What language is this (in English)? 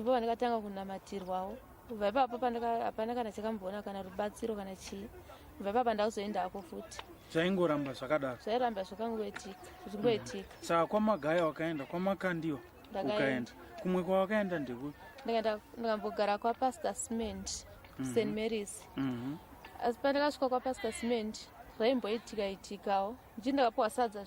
Shona